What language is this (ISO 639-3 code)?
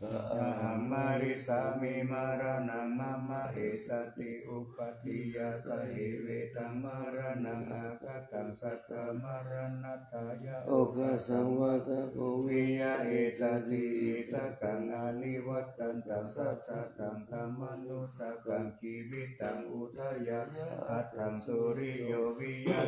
pli